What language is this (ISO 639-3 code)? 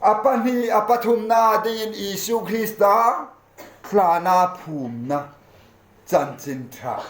hmr